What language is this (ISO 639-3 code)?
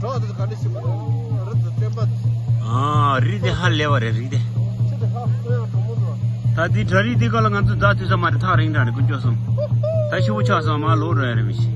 bod